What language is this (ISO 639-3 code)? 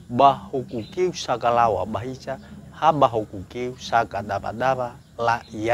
nia